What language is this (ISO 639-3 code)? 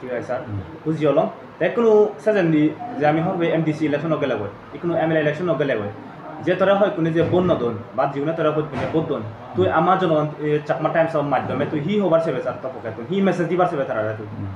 ccp